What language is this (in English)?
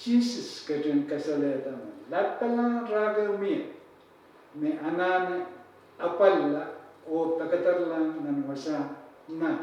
Pohnpeian